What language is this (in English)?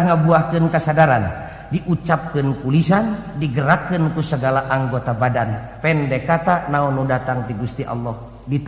Sundanese